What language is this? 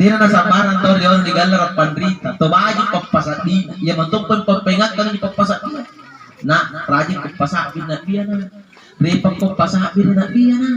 Makasar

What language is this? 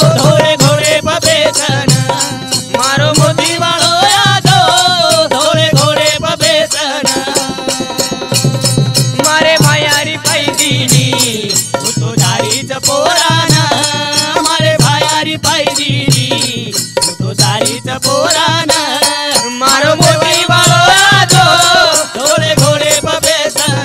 Lambadi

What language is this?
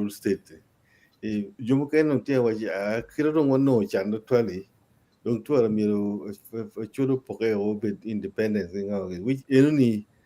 Acoli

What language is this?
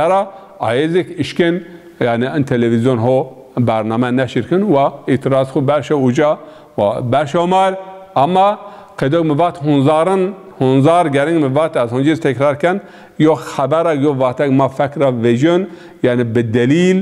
Zaza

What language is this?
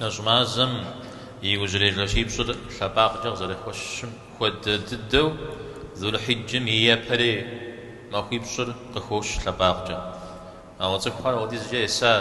Kabardian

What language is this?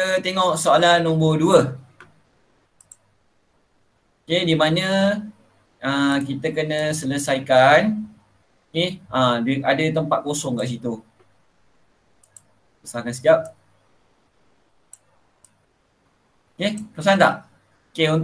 Malay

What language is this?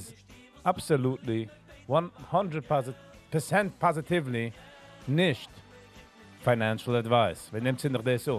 Yiddish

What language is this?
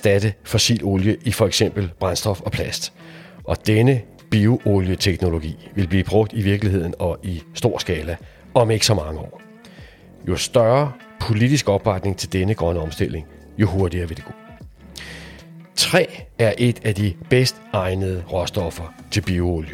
Danish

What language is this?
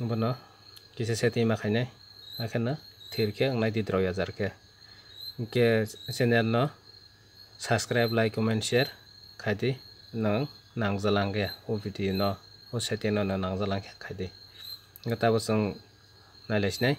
Kok Borok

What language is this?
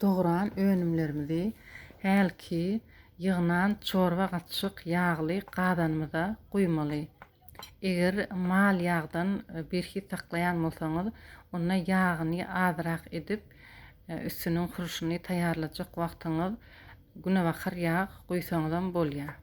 Turkmen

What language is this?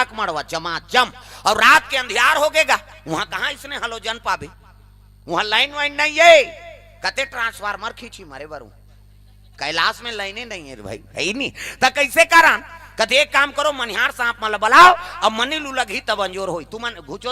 Chhattisgarhi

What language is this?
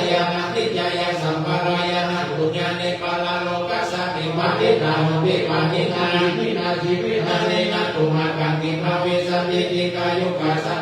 Pali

